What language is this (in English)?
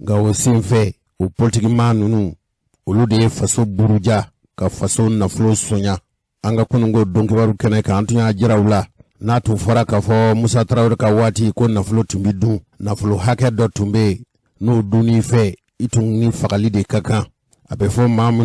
Bambara